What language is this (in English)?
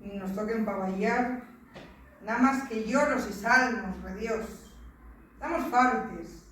Asturian